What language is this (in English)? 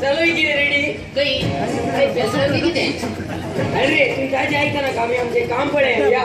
Konkani